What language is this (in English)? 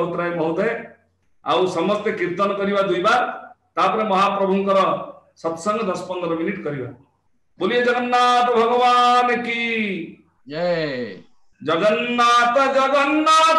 Odia